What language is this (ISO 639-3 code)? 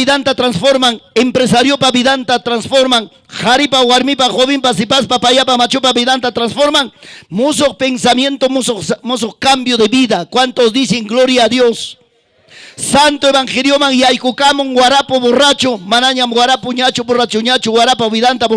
quy